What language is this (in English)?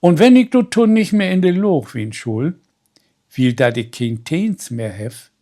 Low German